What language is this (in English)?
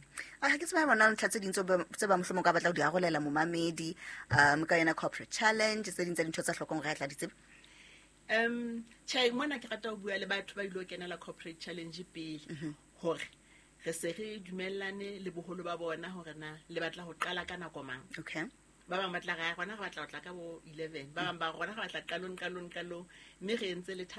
Southern Sotho